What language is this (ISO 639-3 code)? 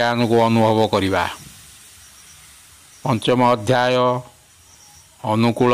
ori